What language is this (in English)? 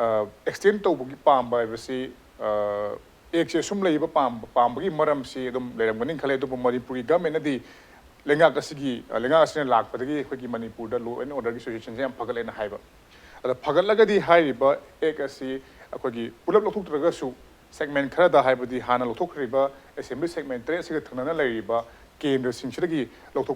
Manipuri